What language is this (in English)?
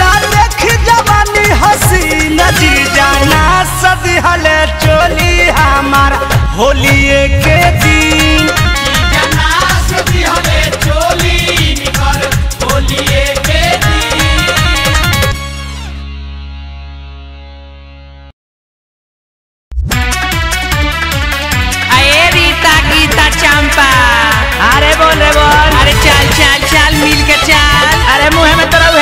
Bhojpuri